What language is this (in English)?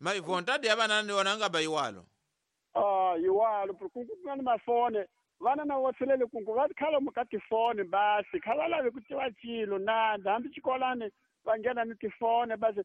Tsonga